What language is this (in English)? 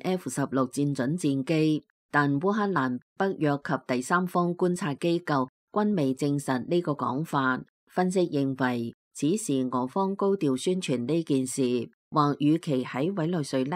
Cantonese